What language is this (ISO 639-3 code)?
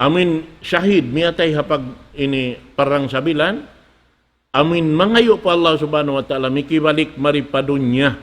tsg